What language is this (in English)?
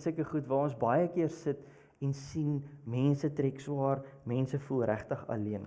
Afrikaans